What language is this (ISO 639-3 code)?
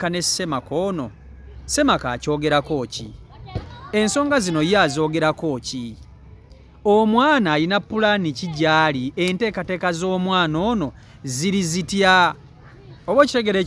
lug